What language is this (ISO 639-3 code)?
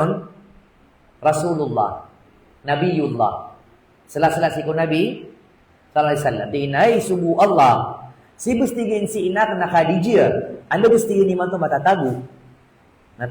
mrw